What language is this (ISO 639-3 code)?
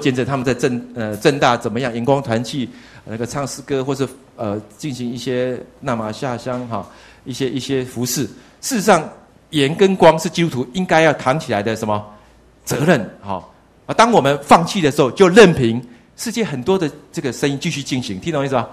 zho